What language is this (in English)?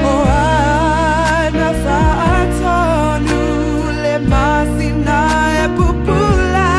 Samoan